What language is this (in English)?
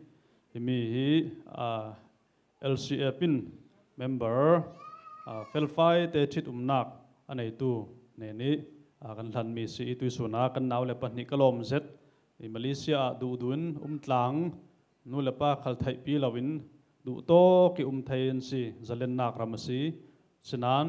Falam Chin